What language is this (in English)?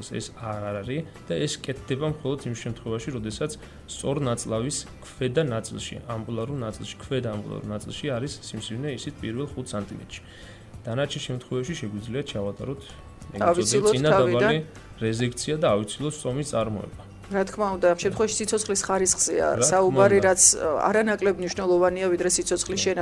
Georgian